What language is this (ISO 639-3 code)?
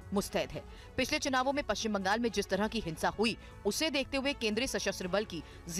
hin